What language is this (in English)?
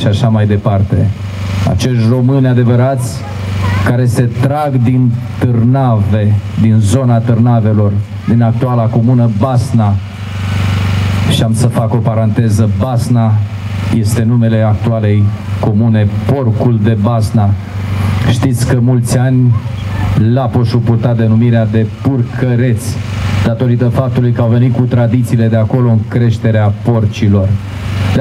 Romanian